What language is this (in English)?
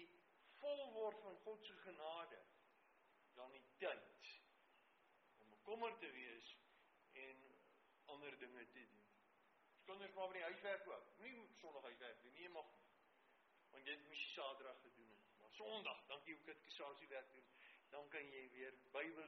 Afrikaans